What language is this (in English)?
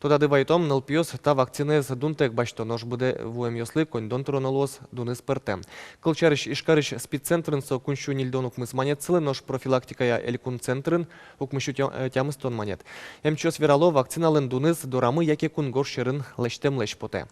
Udmurt